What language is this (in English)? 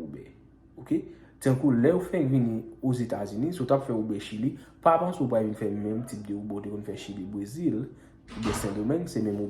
Haitian Creole